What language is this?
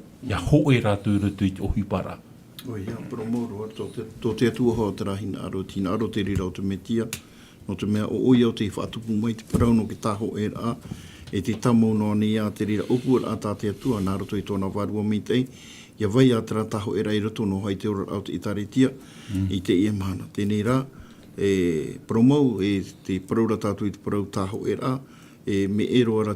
Tahitian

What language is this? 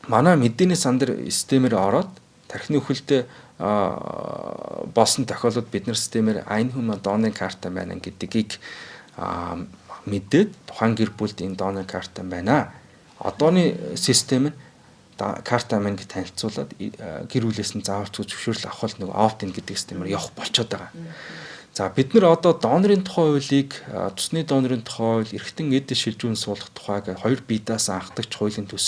Mongolian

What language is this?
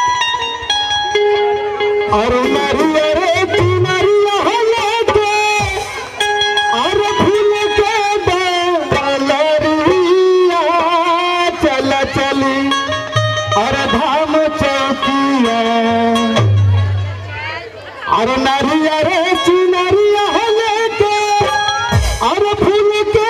Bhojpuri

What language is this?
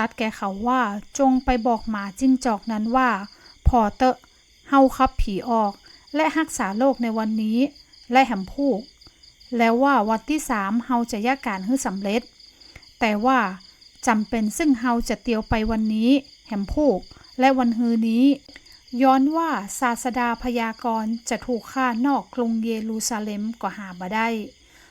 Northern Thai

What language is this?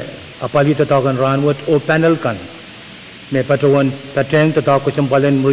Pohnpeian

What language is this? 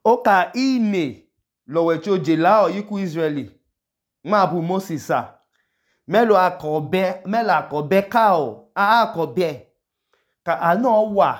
Idoma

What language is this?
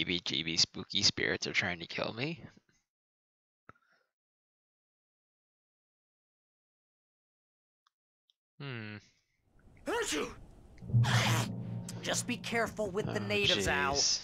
English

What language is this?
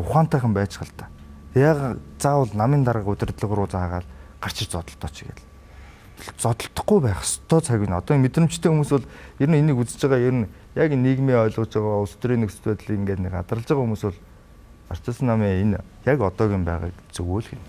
Mongolian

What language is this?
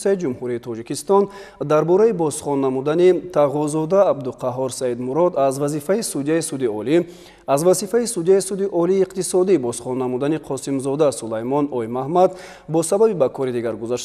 Tajik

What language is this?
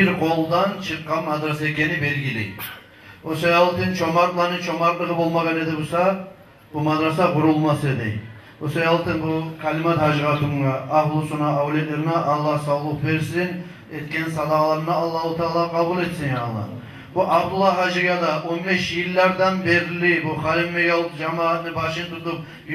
Kumyk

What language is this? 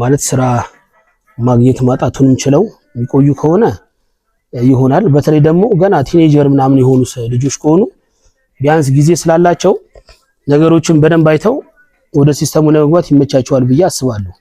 Amharic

